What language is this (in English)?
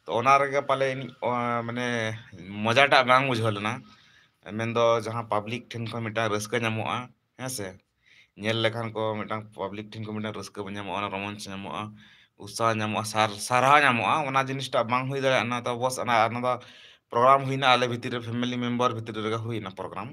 Santali